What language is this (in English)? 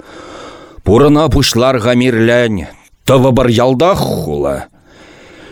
Chuvash